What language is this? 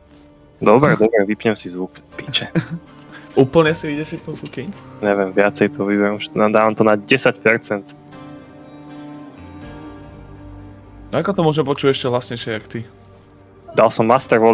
Slovak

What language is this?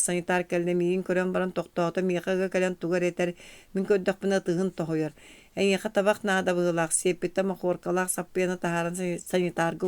Yakut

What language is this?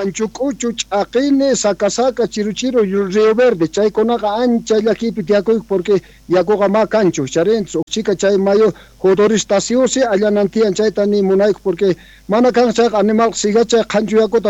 South Bolivian Quechua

